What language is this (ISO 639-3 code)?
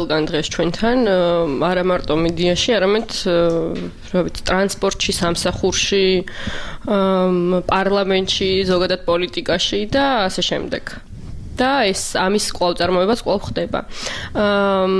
kat